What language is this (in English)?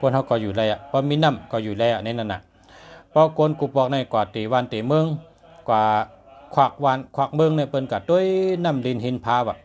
Shan